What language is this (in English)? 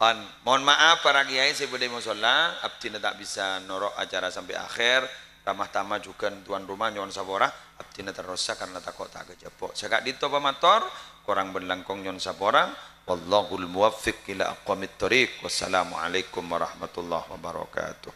Madurese